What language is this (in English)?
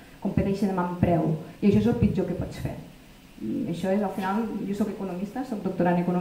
Catalan